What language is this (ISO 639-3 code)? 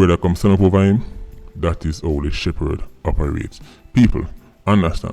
jam